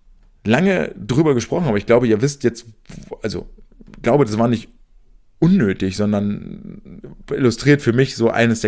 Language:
German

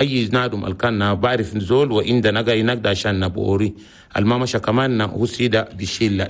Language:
Chadian Arabic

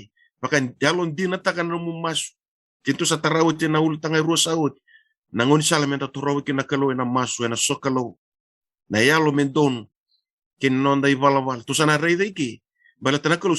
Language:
Fijian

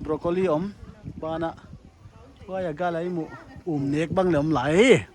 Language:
Paite Chin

